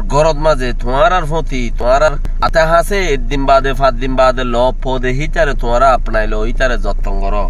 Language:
Rohingya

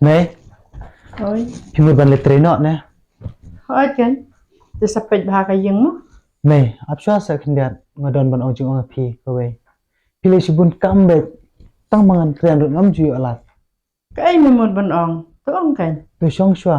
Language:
Khasi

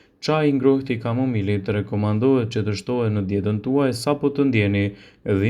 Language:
Albanian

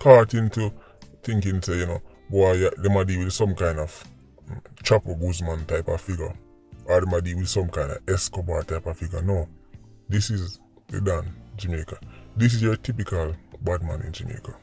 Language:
Jamaican Creole English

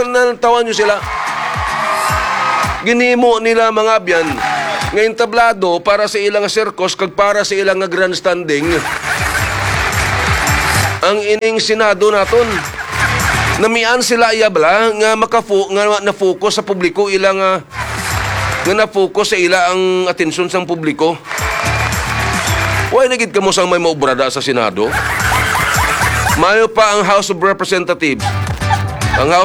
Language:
Hiligaynon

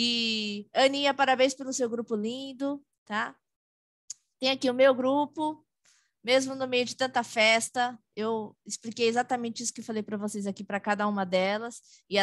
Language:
Portuguese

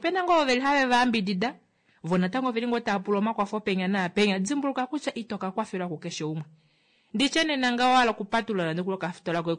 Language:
Kuanyama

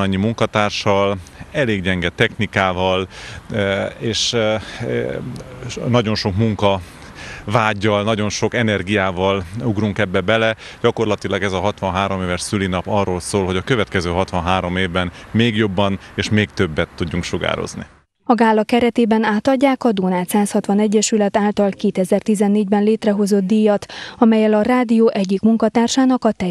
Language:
Hungarian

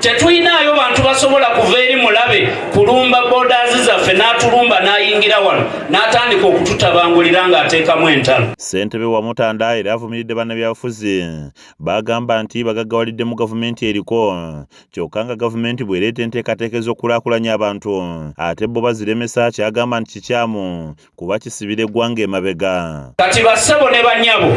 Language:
Ganda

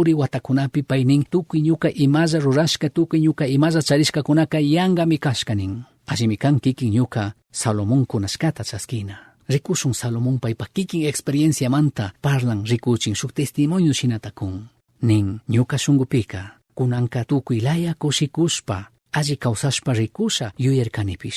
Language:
Chimborazo Highland Quichua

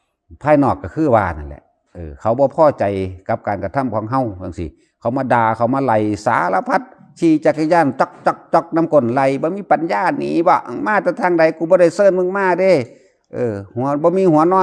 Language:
Lao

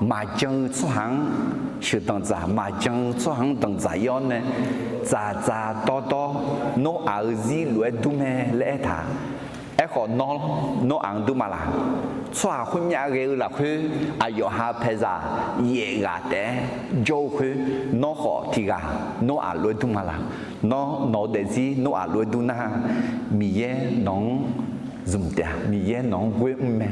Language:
Akha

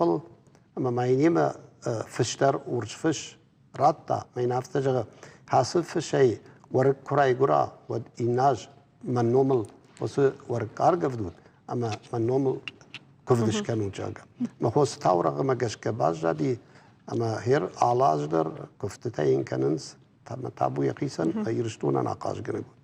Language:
Ossetic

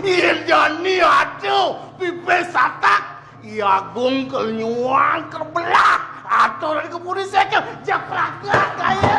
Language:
Balinese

